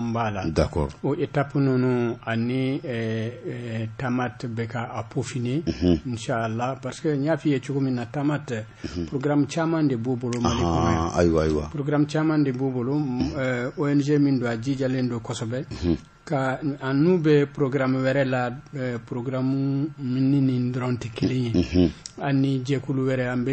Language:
Bambara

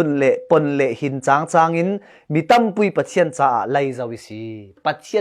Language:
Falam Chin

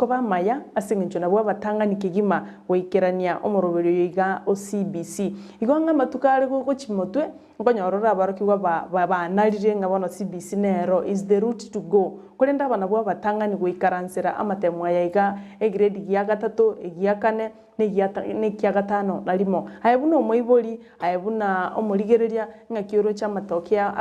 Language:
Gusii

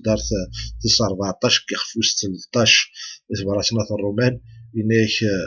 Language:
Kabyle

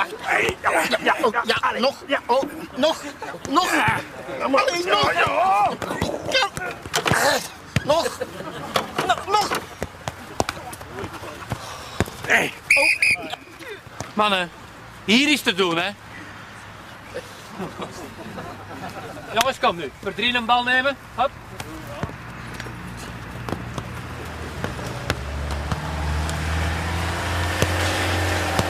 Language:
Dutch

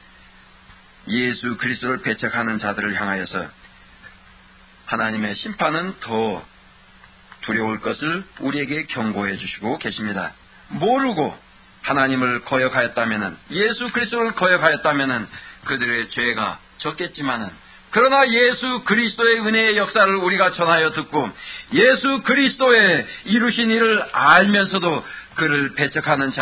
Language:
Korean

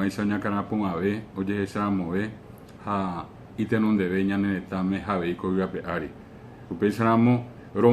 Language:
Guarani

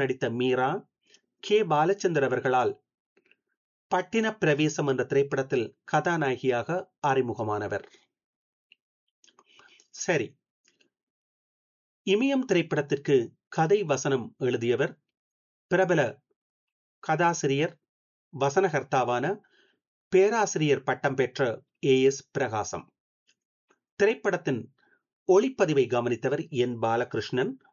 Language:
Tamil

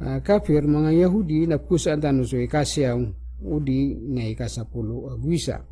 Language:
Maranao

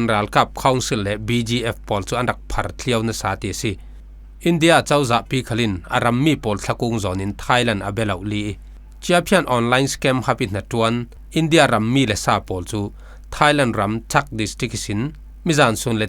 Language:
Falam Chin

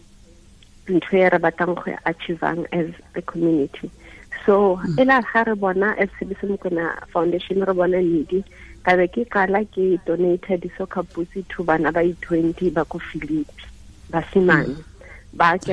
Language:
Tswana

